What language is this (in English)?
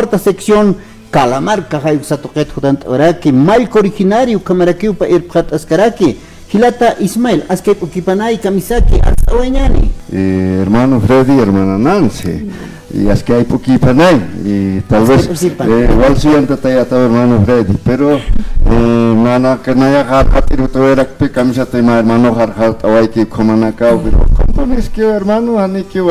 Aymara